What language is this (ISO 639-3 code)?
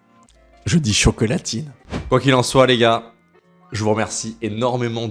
fra